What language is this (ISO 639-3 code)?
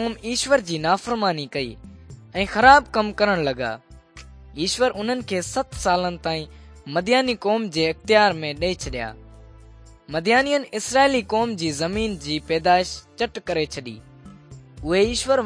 snd